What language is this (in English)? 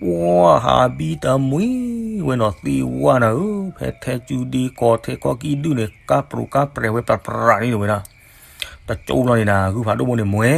S'gaw Karen